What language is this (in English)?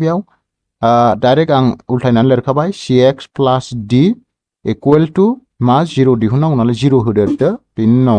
Bodo